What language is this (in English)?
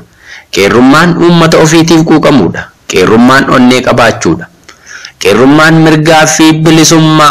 Oromo